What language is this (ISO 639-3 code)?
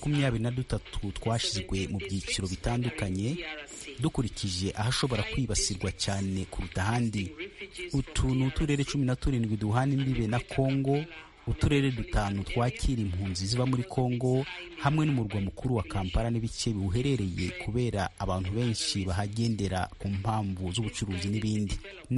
kin